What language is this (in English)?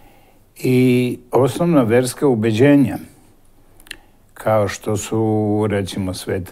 Serbian